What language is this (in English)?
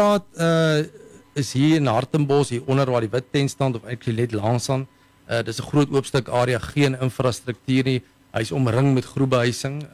Afrikaans